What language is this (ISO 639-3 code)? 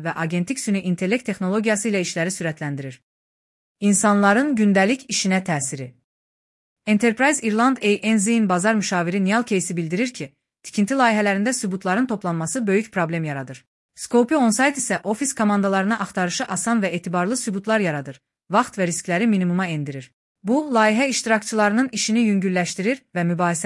aze